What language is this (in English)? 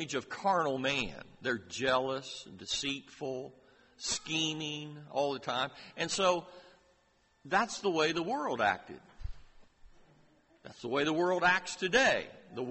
English